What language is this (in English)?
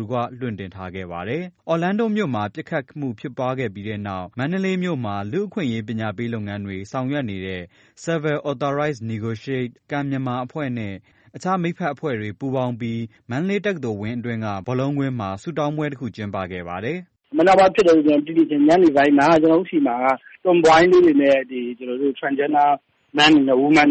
Burmese